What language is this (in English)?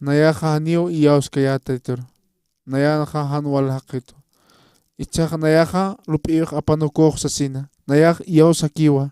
Aymara